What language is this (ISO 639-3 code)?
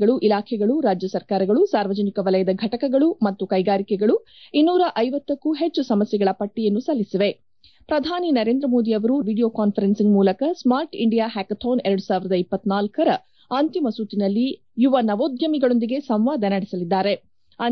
kan